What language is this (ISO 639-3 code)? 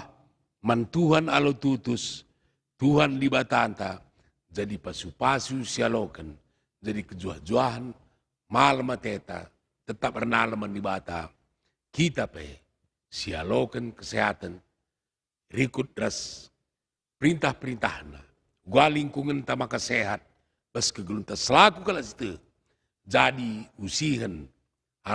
btx